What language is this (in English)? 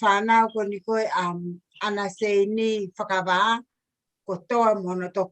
Tongan